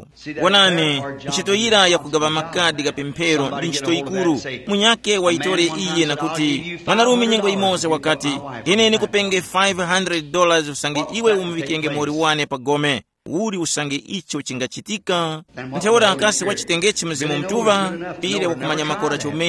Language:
Tumbuka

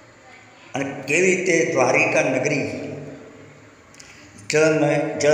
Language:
Gujarati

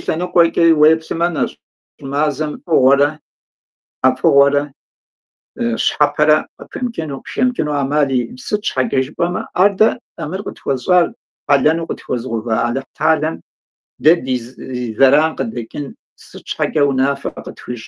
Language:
Kabardian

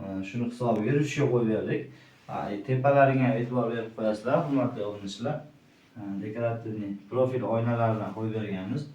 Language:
Uzbek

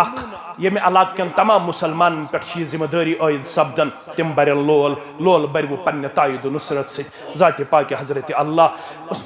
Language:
Kashmiri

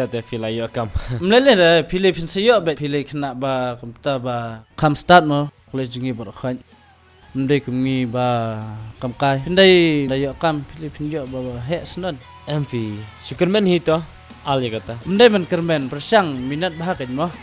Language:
Khasi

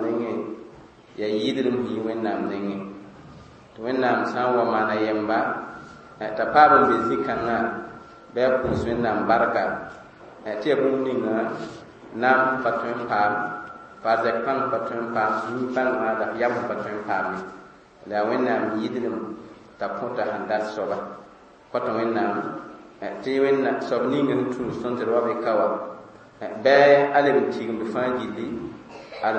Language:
Mossi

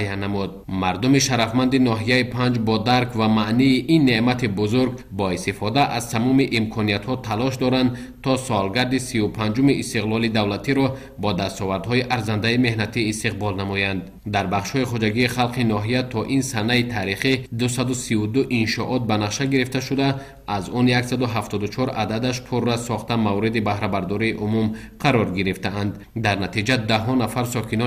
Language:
Tajik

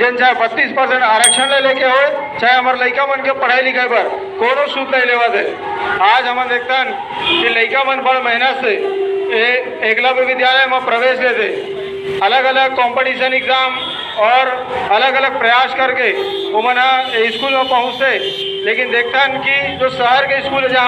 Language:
Chhattisgarhi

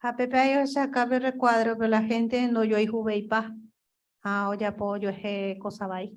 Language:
Guarani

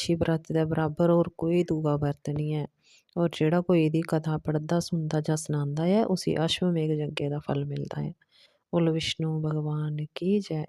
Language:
Dogri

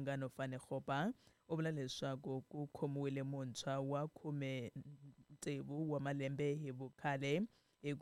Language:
Tsonga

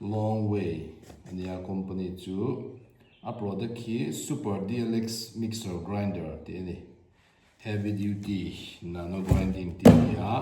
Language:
Mizo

